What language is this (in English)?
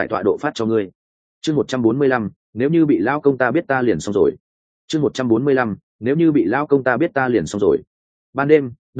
Vietnamese